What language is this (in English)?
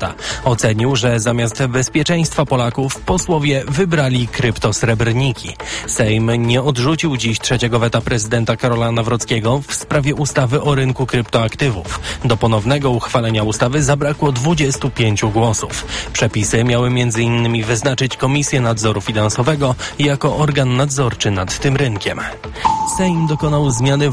Polish